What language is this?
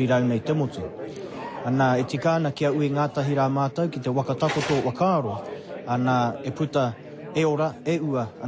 Māori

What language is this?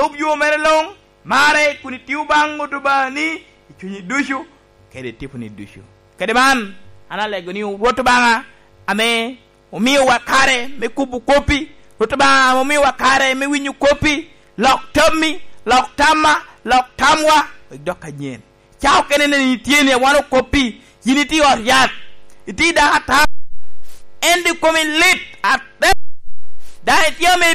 Lango (Uganda)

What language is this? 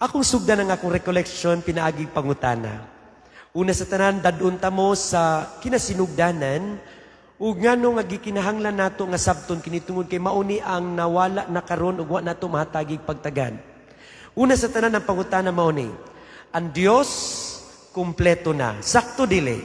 Cebuano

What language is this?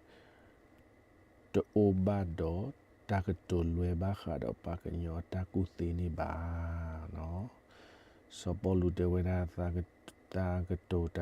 S'gaw Karen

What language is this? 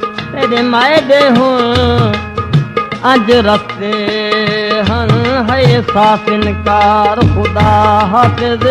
Saraiki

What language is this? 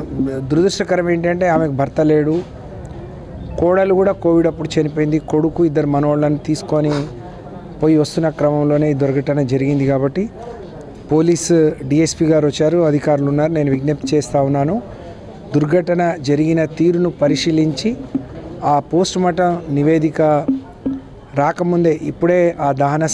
Telugu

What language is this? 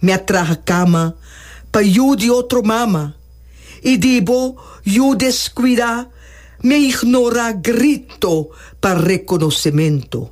Papiamento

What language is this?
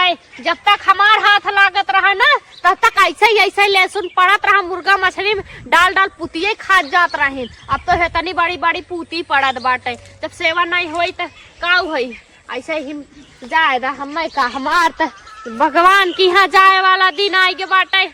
Awadhi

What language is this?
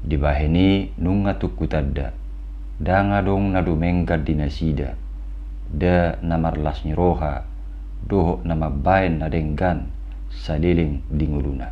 Batak Toba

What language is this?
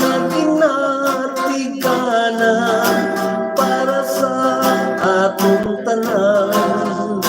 Hiligaynon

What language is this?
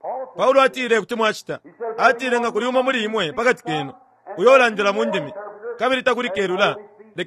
Bemba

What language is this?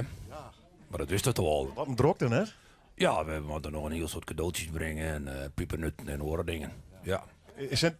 Western Frisian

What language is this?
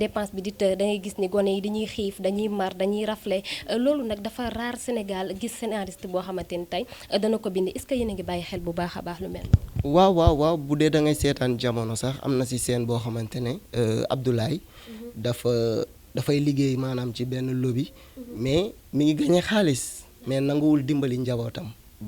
Wolof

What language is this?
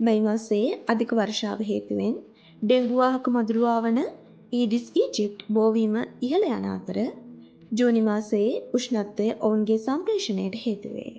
Sinhala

